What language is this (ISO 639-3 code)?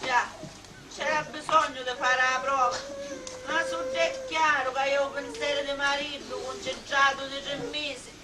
scn